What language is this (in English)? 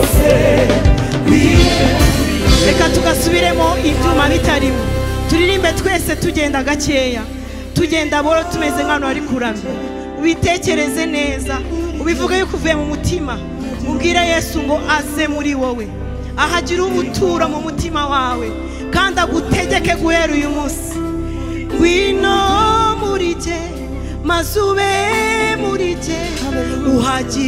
Kinyarwanda